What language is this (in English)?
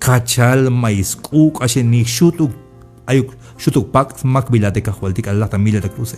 Tzeltal